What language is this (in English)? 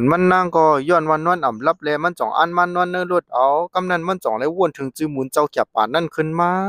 Shan